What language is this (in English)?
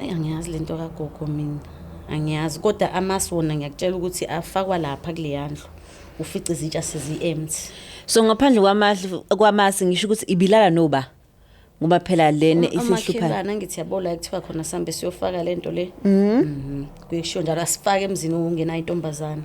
Zulu